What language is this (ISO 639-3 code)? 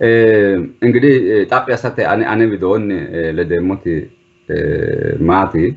sid